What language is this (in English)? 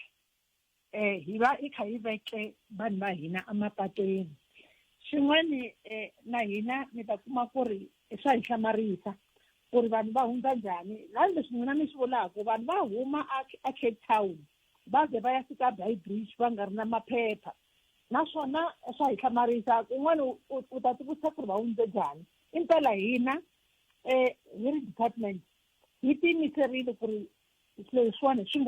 Tsonga